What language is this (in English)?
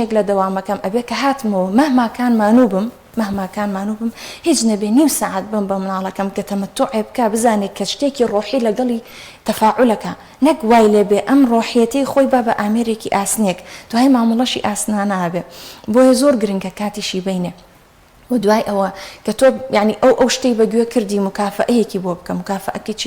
Central Kurdish